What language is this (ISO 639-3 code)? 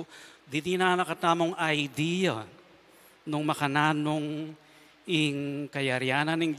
pam